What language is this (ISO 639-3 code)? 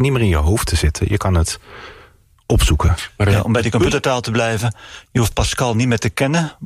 nld